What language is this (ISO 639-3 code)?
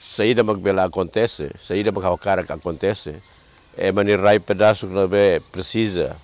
tet